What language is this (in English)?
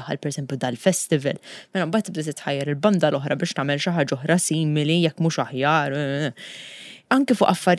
Maltese